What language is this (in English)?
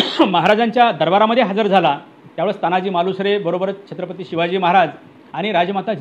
Marathi